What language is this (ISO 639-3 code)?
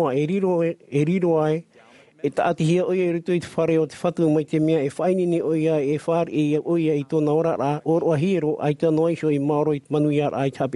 tah